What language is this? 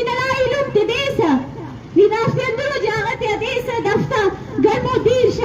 Eastern Balochi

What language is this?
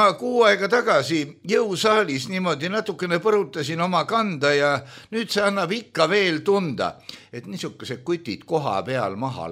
Estonian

